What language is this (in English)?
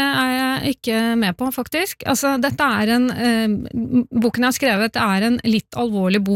Norwegian